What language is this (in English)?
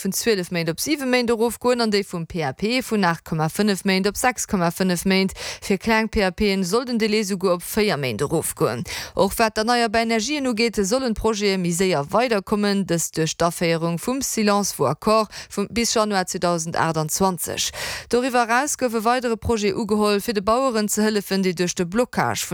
Luxembourgish